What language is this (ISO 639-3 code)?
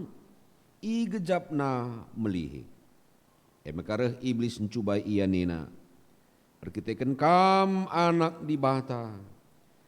btx